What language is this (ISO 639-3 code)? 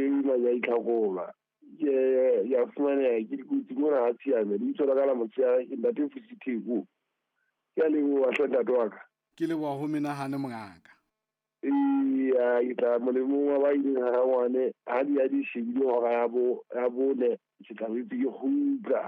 sot